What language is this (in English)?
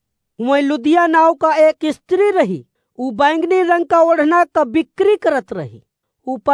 Awadhi